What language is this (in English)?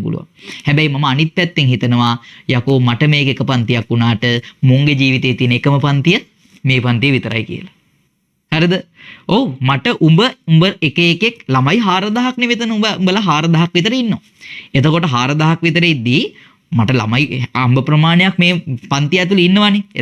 Sinhala